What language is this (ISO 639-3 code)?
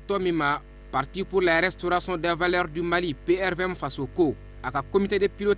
bam